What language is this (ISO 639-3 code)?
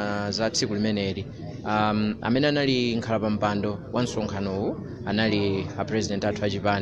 nya